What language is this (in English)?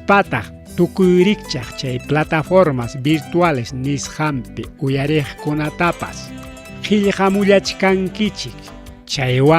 Ayacucho Quechua